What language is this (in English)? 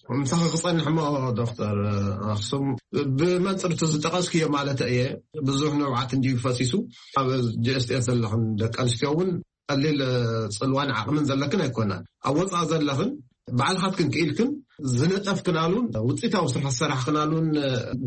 Tigrinya